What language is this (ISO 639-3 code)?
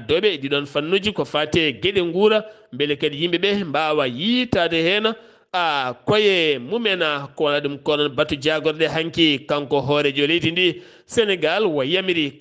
ful